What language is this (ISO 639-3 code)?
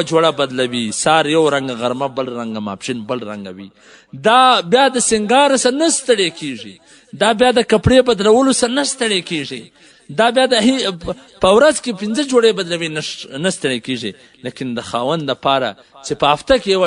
pus